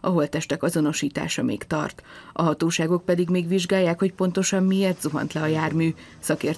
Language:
Hungarian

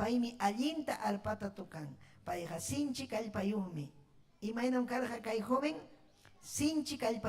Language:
Ayacucho Quechua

